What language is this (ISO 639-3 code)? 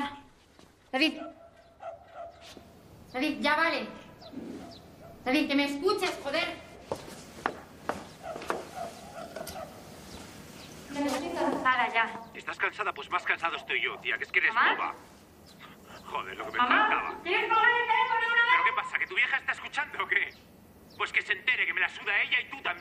spa